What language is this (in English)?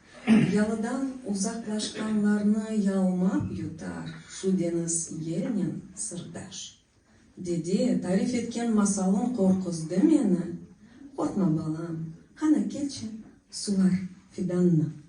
Crimean Tatar